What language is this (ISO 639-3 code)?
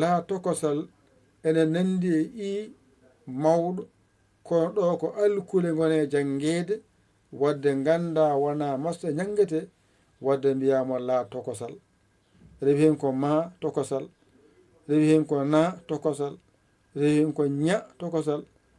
ful